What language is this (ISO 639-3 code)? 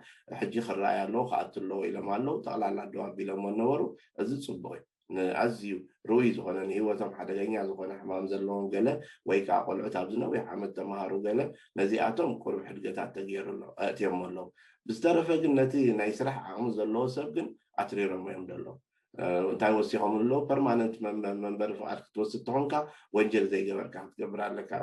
tir